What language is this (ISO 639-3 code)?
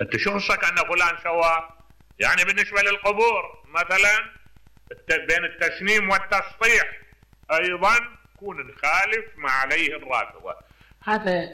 acm